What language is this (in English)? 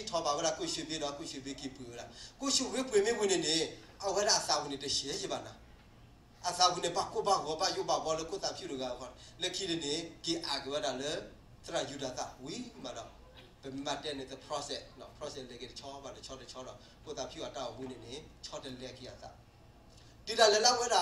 S'gaw Karen